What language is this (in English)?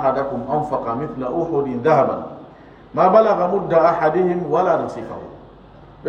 Fula